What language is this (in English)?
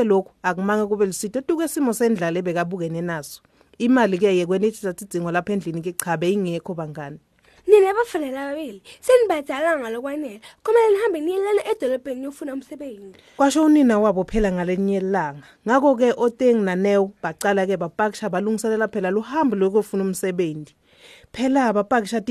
Swati